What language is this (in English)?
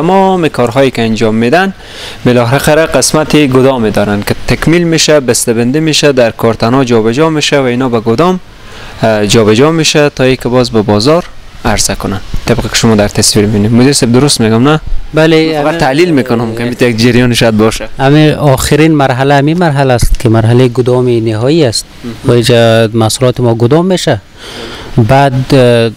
Persian